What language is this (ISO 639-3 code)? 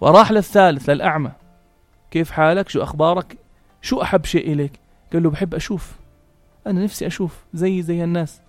apc